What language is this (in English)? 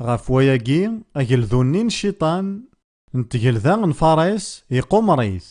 Kabyle